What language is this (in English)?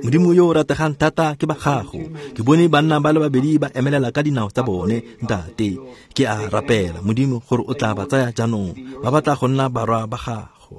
Tswana